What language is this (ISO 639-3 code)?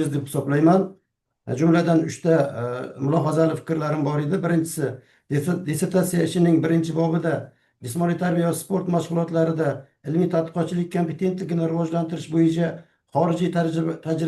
uzb